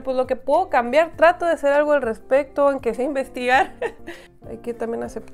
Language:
Spanish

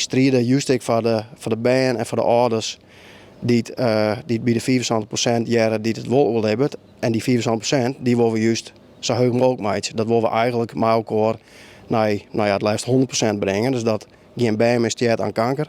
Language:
Western Frisian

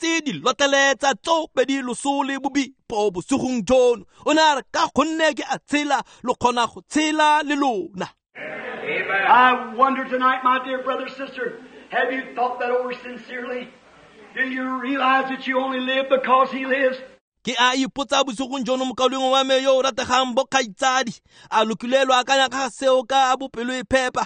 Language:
Tswana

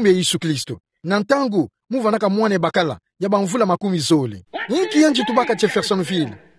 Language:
Kituba (Democratic Republic of Congo)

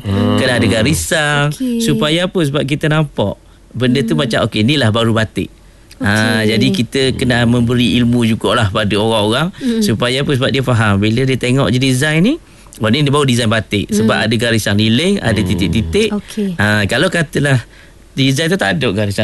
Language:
Malay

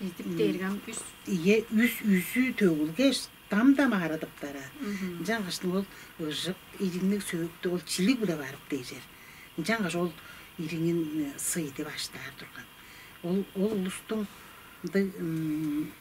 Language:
Tuvinian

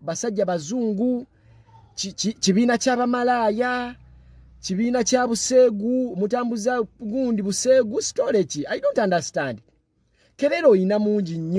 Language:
Ganda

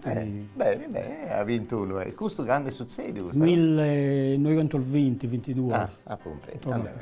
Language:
Sardinian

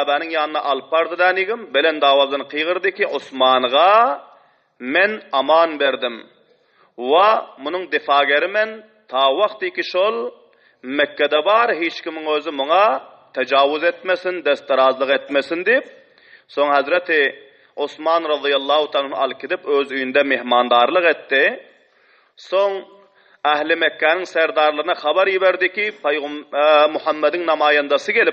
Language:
Turkmen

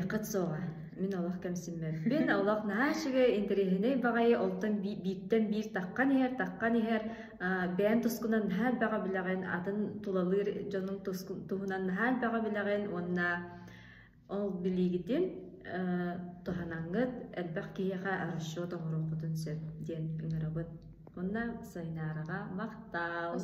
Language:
Yakut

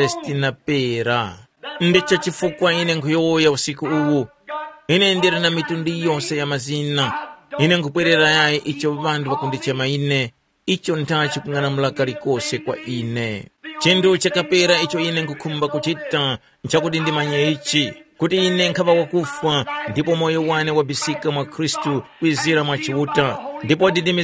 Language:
Tumbuka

